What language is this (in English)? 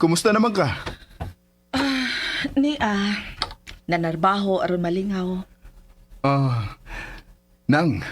Cebuano